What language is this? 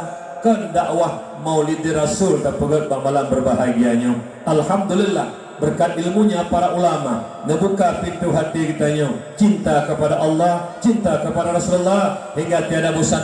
Achinese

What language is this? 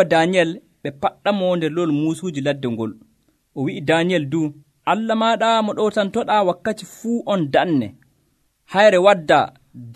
Nigerian Fulfulde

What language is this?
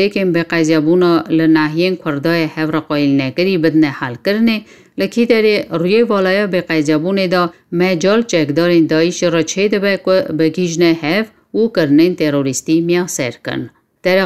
Kurdish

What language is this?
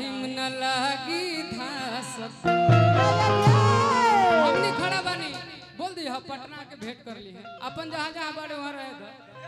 Bhojpuri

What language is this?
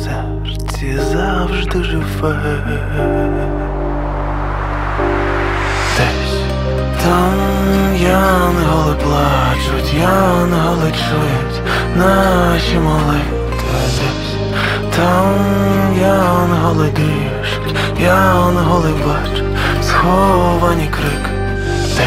Ukrainian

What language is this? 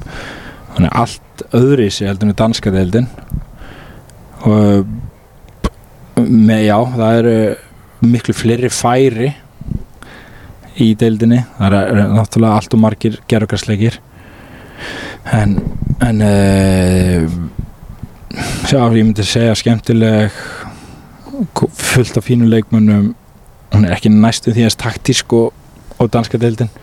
Icelandic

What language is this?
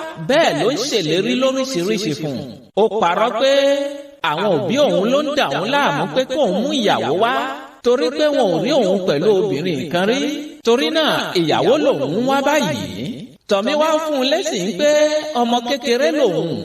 Yoruba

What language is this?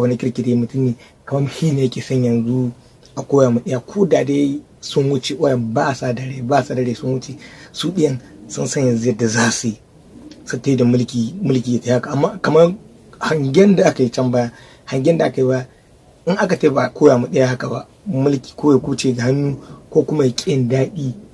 Hausa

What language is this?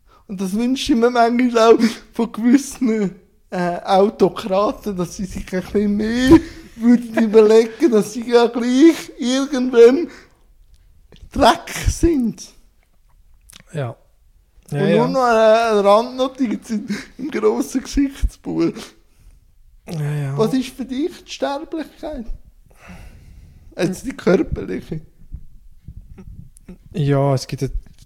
German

